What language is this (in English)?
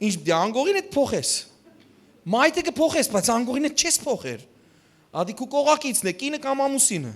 Western Armenian